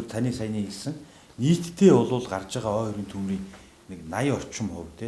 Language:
Mongolian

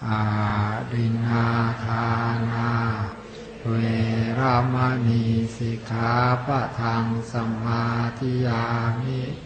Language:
Pali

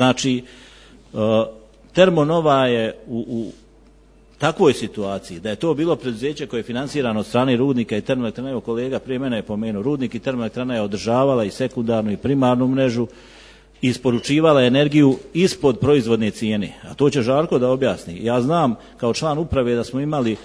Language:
Serbian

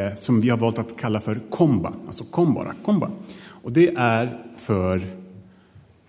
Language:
Swedish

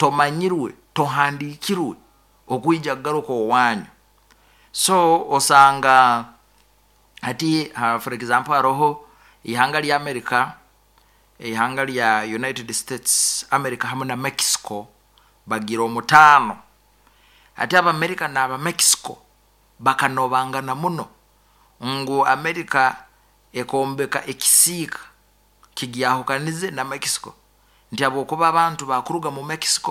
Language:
Nyoro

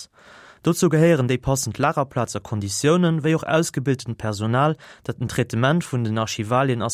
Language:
Luxembourgish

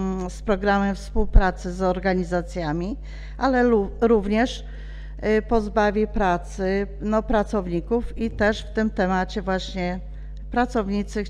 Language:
Polish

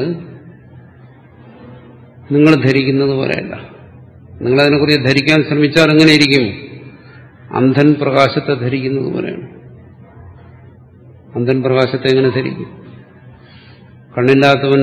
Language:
Malayalam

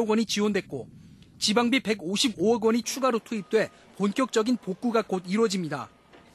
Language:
Korean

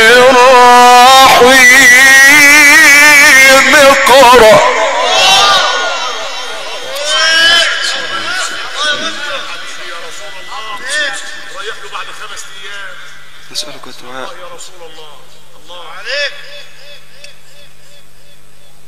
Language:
Arabic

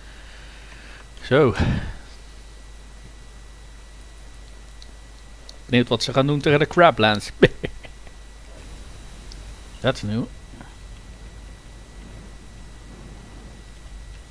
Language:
Dutch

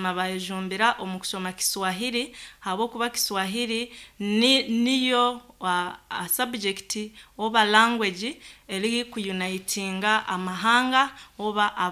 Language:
Nyankole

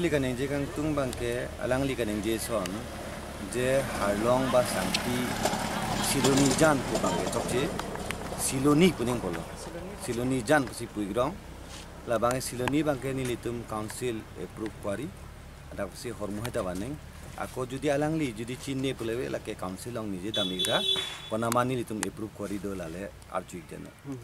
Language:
Karbi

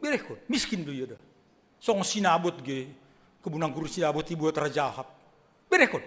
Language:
Batak Simalungun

